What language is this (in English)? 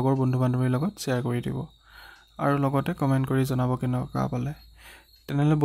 Assamese